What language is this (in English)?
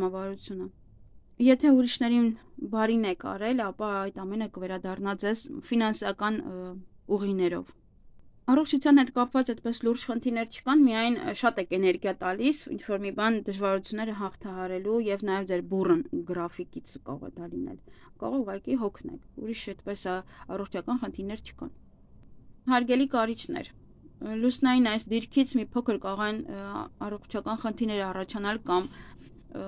Armenian